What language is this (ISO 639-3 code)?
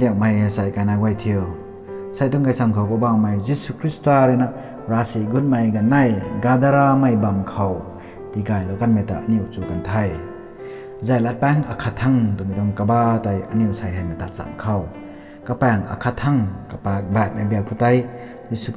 nbu